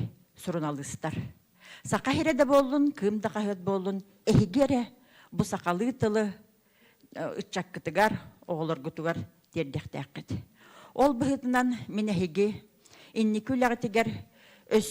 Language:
Yakut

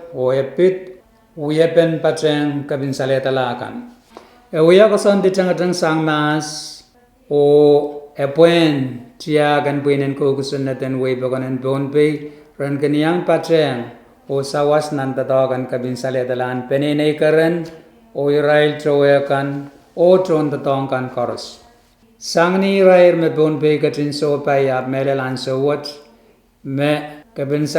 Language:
Pohnpeian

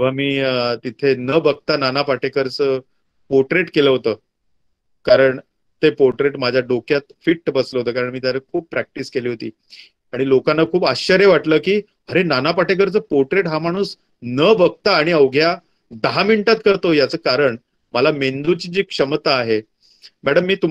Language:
Marathi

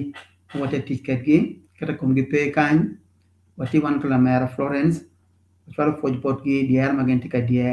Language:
Acoli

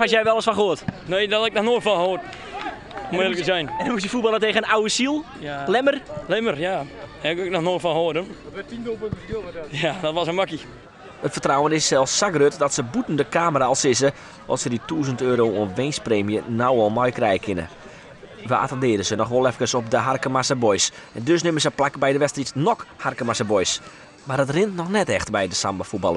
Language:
Western Frisian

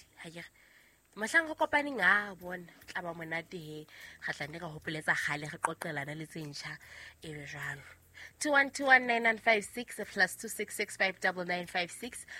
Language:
Southern Sotho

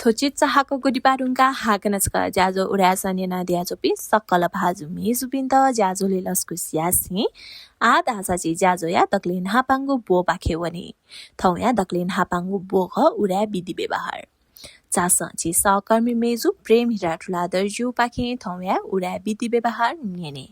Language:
Newari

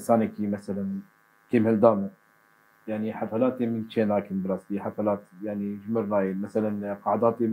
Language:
Kurdish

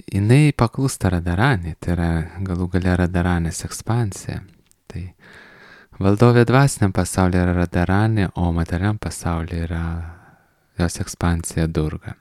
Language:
Lithuanian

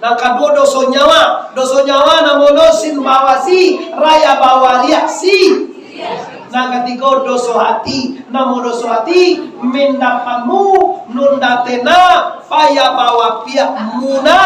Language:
Minangkabau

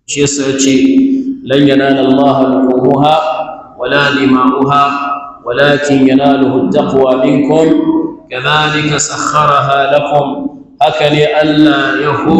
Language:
Hausa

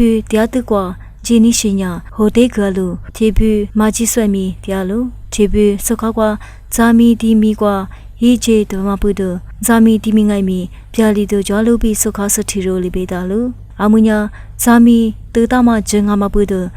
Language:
Lisu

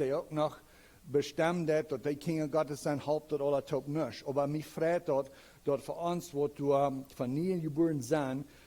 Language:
Plautdietsch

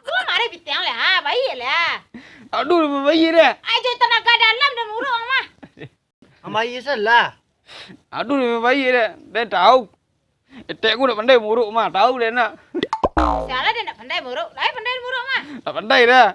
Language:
Minangkabau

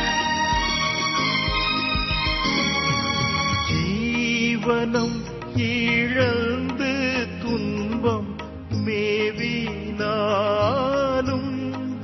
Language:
Tamil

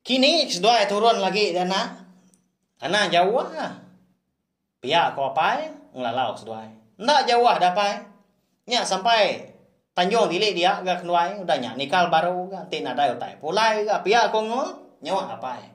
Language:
Iban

